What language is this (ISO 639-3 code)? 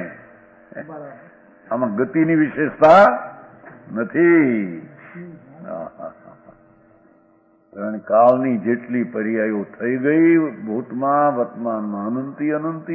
guj